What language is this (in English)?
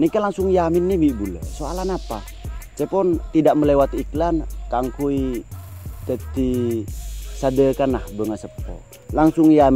Madurese